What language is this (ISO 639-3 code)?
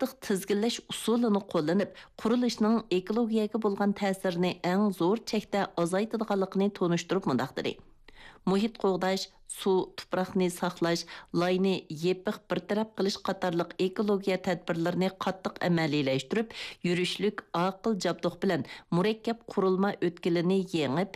uig